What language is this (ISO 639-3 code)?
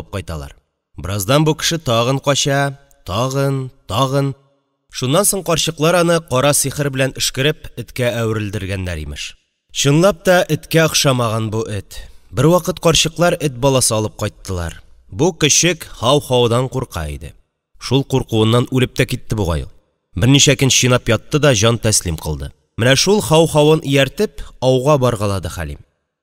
tat